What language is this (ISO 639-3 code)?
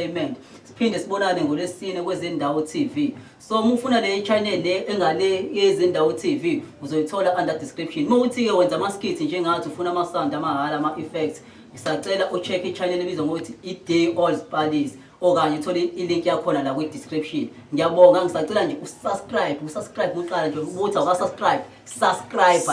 zul